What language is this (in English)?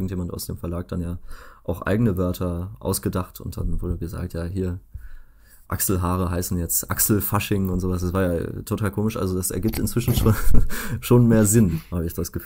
German